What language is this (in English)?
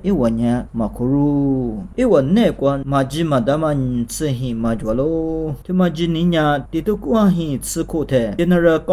Lisu